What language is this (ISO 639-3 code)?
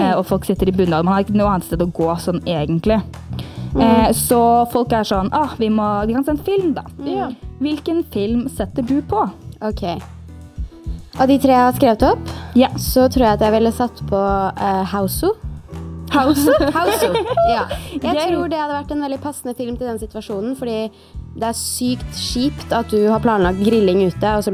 nor